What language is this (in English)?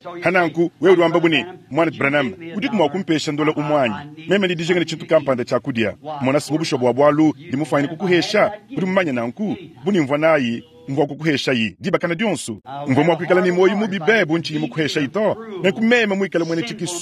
Luba-Lulua